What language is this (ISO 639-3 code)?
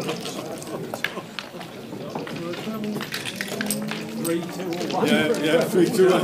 ell